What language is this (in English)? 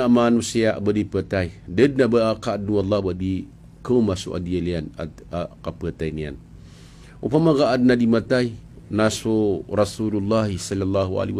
Maranao